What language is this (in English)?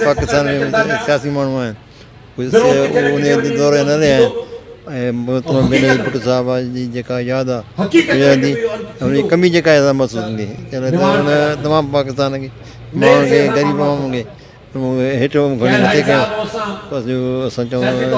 Sindhi